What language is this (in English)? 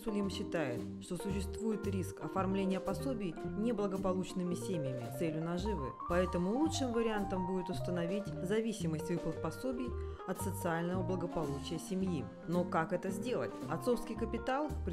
Russian